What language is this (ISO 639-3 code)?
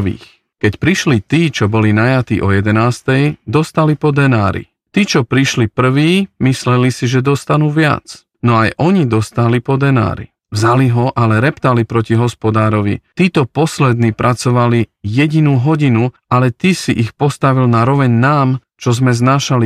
slk